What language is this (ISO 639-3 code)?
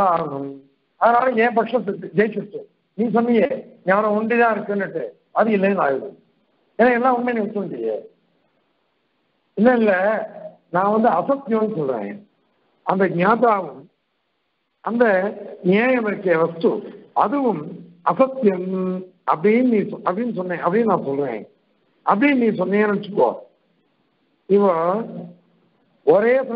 tam